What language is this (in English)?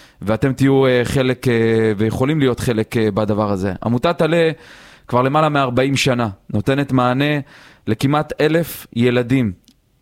Hebrew